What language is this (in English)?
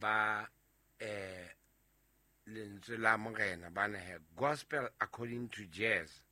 Southern Sotho